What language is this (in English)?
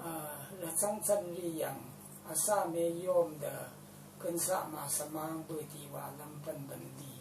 Rawang